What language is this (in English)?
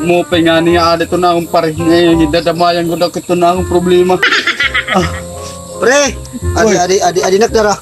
Waray